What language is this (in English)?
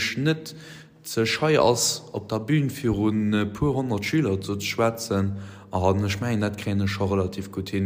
Luxembourgish